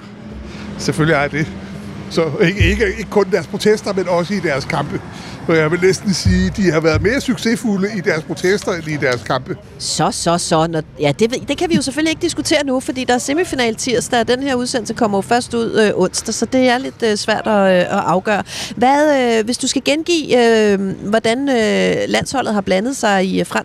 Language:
Danish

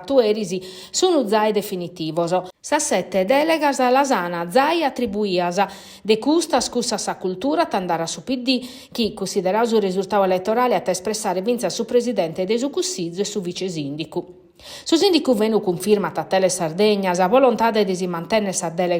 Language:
Sardinian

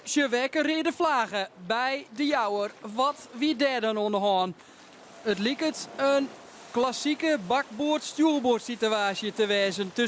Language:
Western Frisian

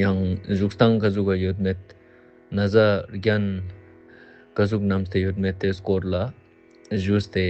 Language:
Ladakhi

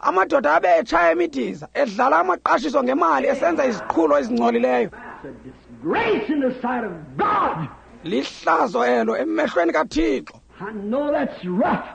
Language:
Xhosa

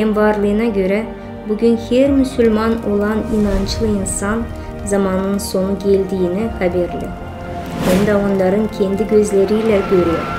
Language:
Gagauz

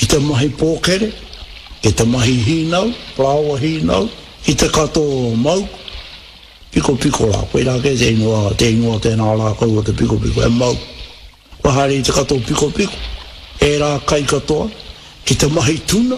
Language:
Māori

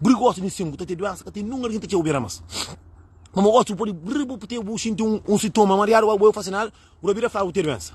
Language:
Kabuverdianu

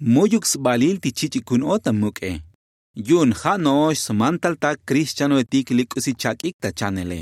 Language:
Tzotzil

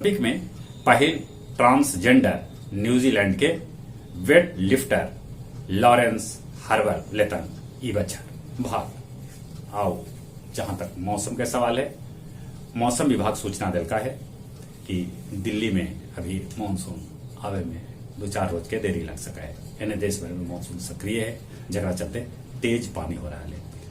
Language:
Magahi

